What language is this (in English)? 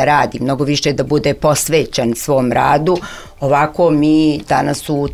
Serbian